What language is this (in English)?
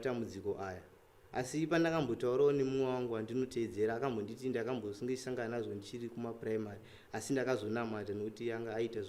Shona